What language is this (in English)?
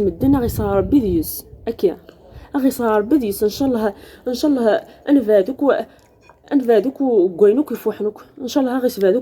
Algerian Arabic